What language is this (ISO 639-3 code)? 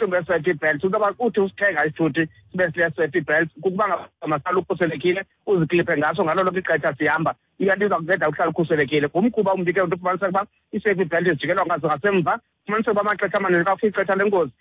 xho